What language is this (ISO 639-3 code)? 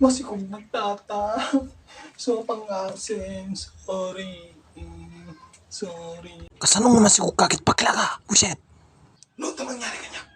ilo